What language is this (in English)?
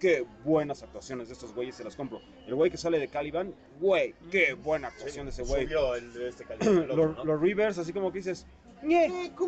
Spanish